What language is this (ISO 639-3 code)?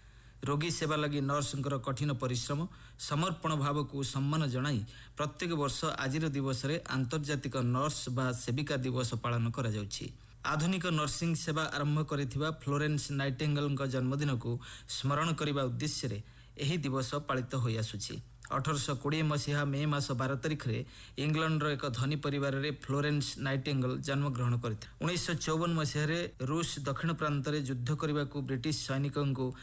ori